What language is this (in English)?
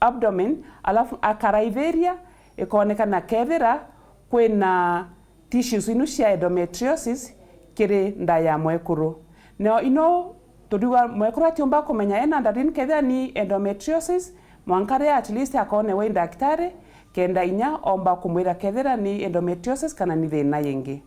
Meru